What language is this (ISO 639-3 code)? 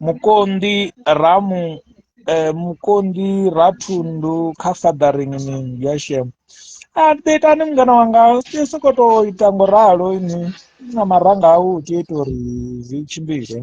ven